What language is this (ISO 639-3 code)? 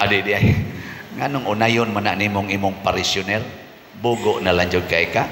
ceb